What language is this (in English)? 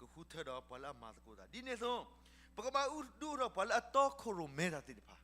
S'gaw Karen